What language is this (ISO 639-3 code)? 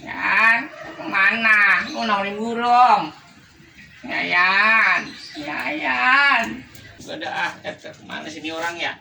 bew